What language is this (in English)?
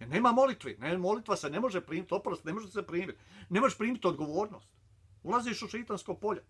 Bosnian